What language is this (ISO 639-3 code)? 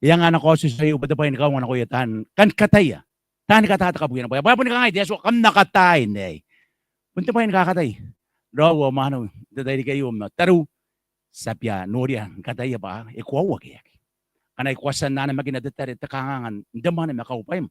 gil